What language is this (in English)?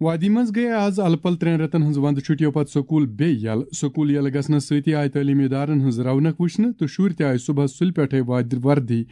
Kashmiri